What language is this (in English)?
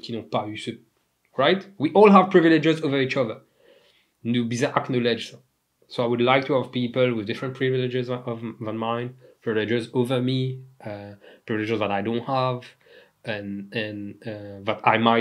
Morisyen